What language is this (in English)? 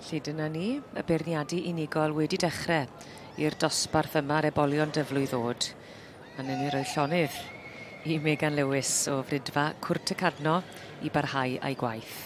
Welsh